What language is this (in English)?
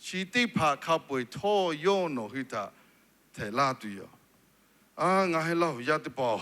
Lahu